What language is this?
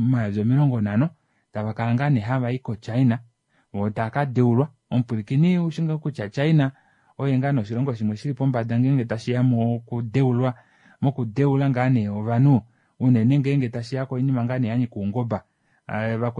Kuanyama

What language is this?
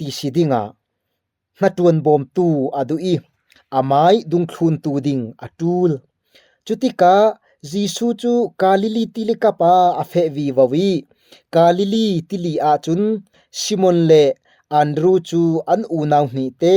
Falam Chin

